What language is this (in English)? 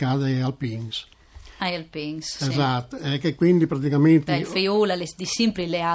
Friulian